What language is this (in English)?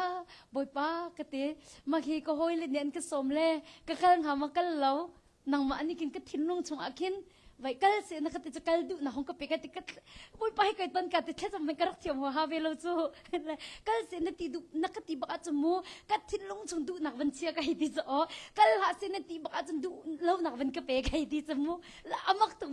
Hakha Chin